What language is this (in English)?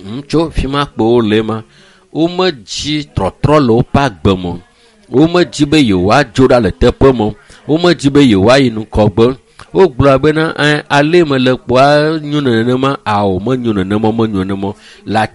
Ewe